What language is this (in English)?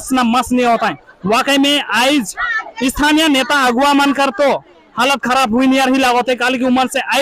Sadri